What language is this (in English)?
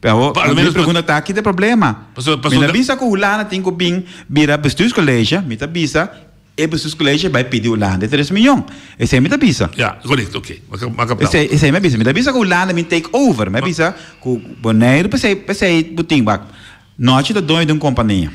Papiamento